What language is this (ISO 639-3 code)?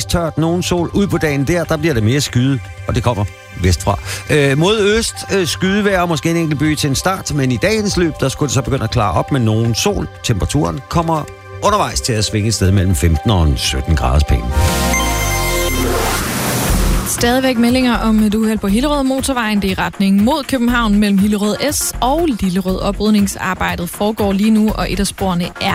dan